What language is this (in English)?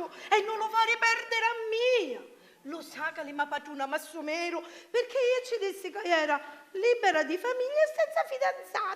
Sicilian